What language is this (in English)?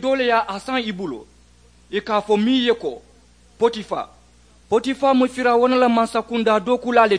Mandingo